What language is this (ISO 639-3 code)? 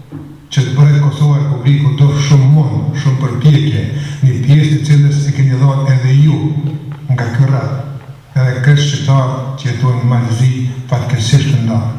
sqi